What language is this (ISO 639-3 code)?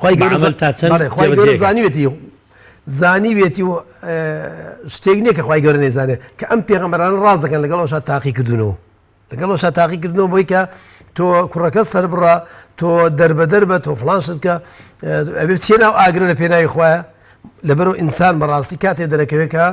ckb